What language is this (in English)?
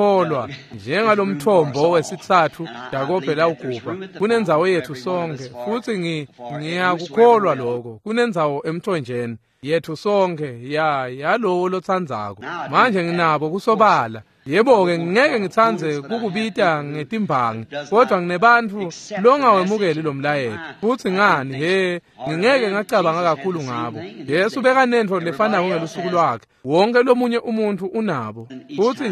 Swati